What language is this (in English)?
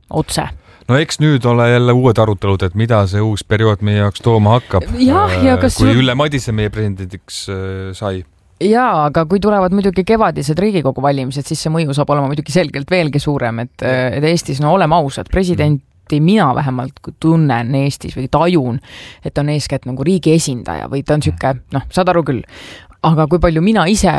Estonian